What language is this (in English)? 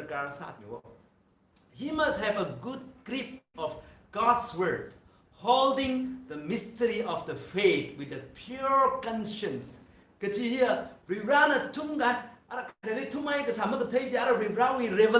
Tangkhul Naga (India)